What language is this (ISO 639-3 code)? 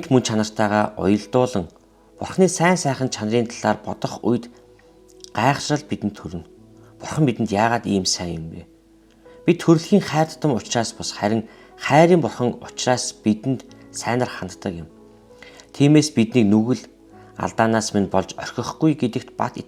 mon